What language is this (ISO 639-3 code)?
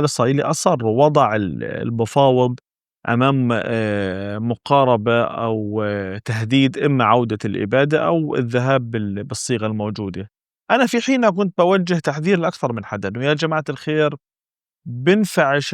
apc